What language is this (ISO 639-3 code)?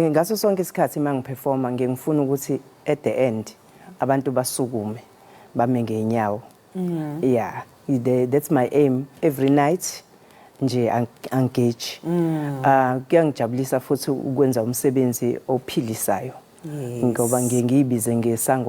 zul